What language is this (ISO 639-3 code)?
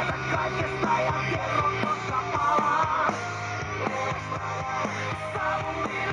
fin